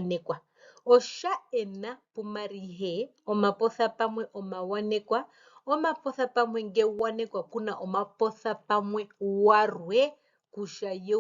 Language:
Herero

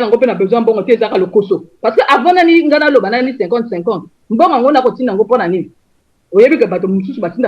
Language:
Lingala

